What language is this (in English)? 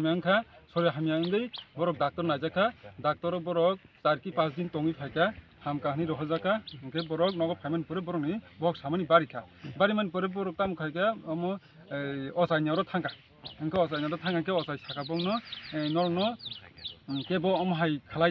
Kok Borok